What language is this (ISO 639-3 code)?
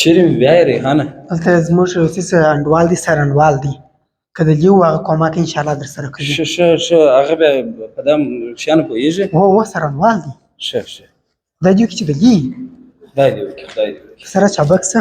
pus